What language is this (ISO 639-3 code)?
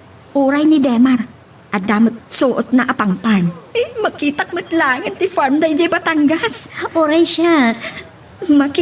ilo